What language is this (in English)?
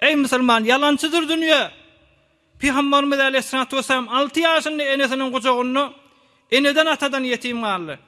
Turkmen